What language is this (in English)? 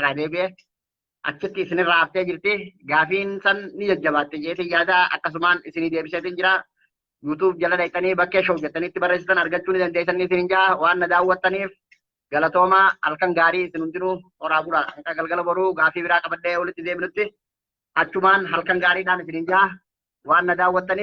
Oromo